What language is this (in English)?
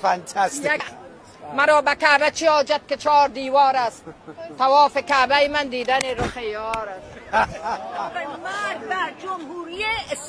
Persian